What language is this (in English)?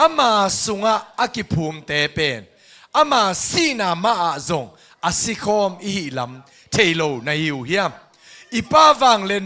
Tedim Chin